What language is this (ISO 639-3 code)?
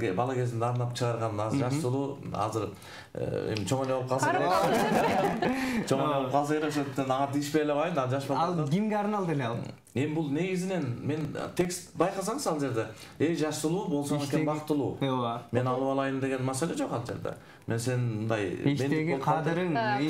kir